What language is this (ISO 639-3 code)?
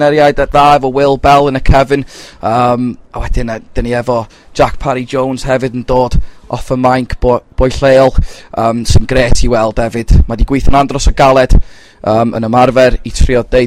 cym